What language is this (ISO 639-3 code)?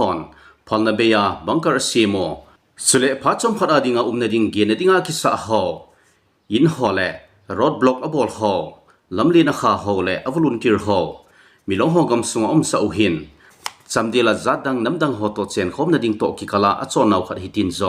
tcz